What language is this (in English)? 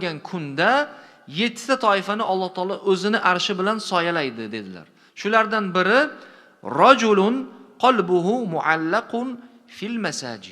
Uzbek